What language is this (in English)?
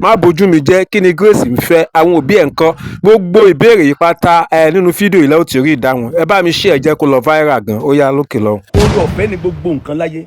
Yoruba